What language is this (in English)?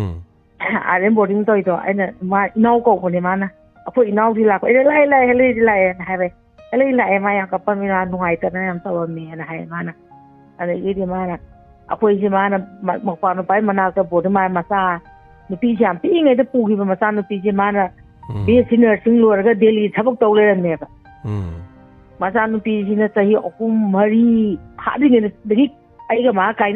Manipuri